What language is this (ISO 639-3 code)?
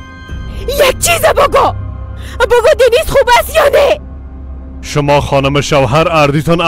fas